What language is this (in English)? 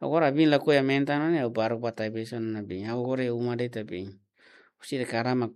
Tetum